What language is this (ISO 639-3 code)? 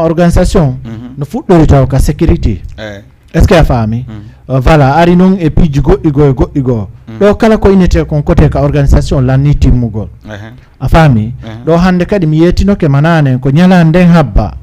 ful